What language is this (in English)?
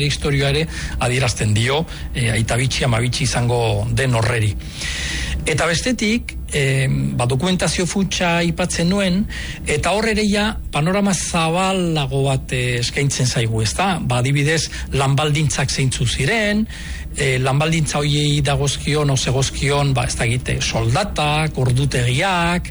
Basque